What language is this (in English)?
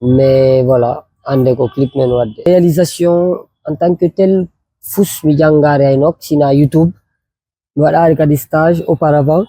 Fula